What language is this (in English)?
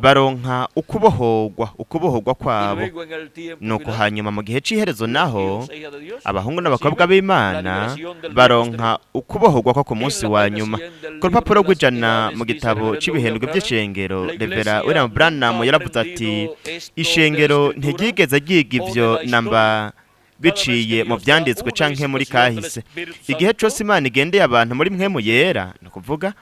Rundi